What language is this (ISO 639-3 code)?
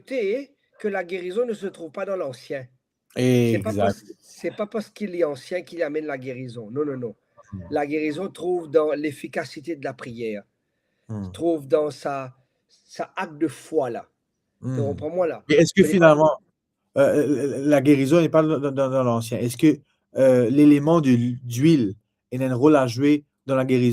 mfe